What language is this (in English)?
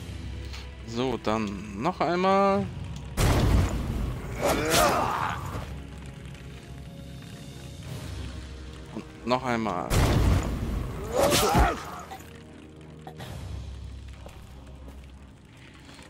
German